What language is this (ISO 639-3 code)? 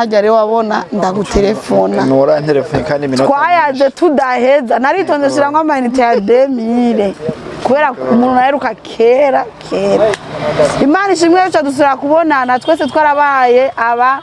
run